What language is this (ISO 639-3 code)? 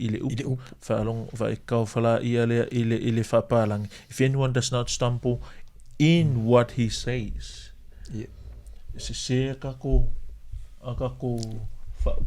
smo